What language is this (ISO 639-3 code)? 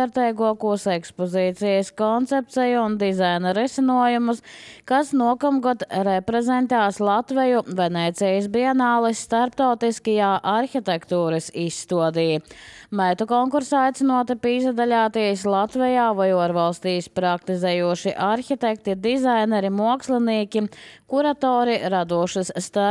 lav